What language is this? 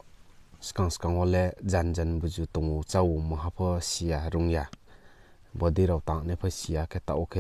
Riang (India)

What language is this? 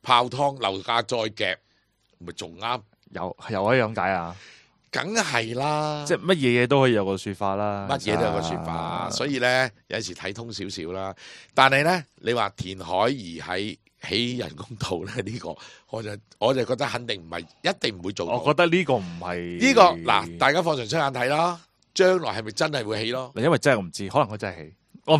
Cantonese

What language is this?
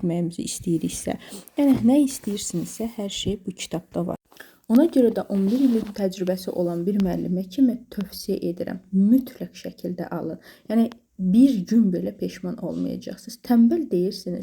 Azerbaijani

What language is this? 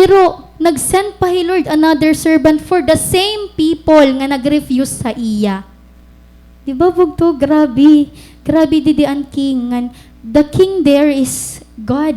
Waray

